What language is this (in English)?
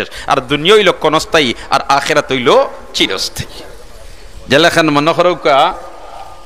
Sylheti